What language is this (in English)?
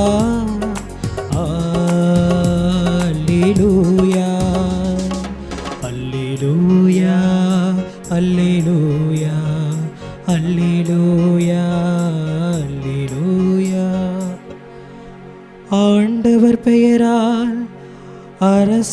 Tamil